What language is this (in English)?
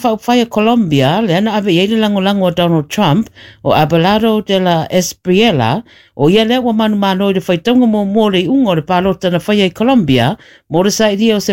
Samoan